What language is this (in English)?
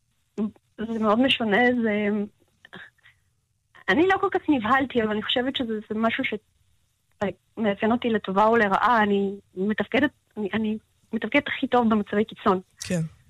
Hebrew